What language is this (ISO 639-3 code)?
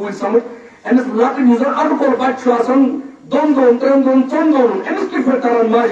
kas